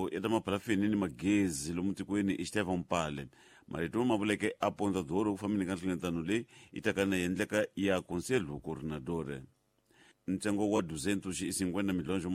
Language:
Tsonga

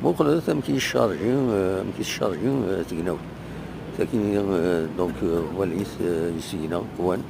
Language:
Kabyle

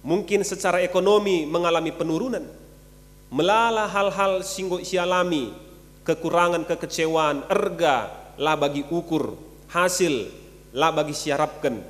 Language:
Batak Karo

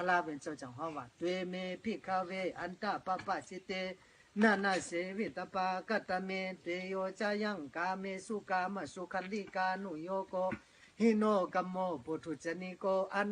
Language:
Shan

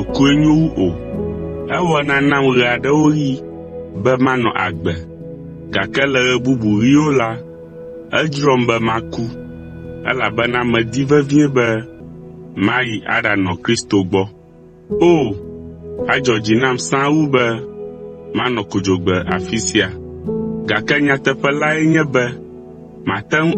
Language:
Ewe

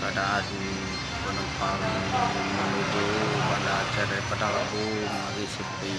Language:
Achinese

